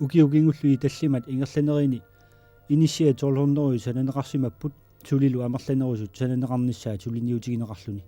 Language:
Kalaallisut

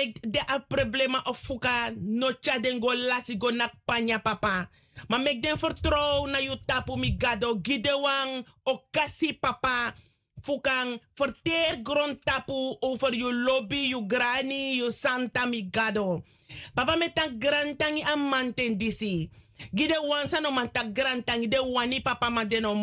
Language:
Sranan Tongo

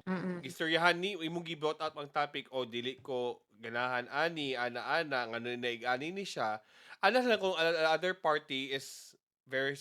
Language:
Cebuano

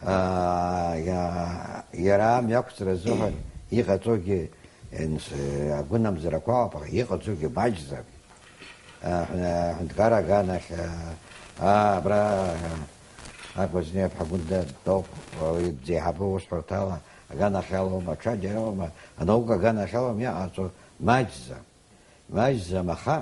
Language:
Abkhazian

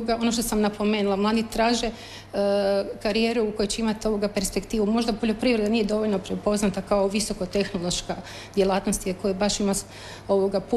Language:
Croatian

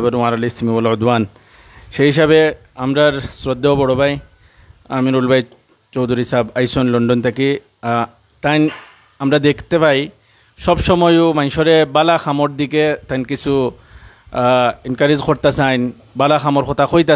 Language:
Sylheti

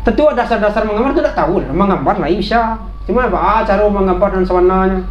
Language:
Minangkabau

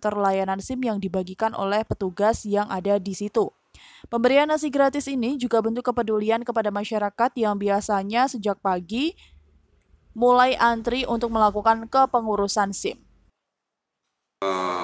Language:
Indonesian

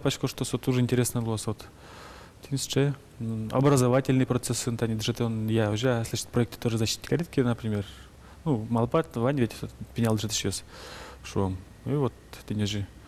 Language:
Udmurt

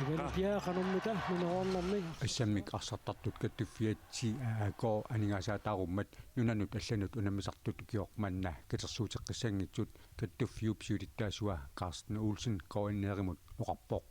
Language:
Kalaallisut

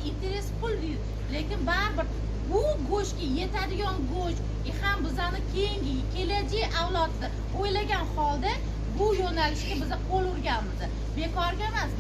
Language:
Uzbek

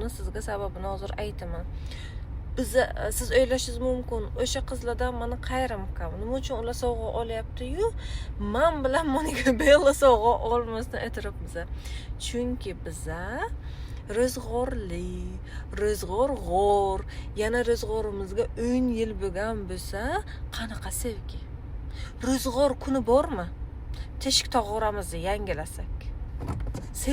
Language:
Uzbek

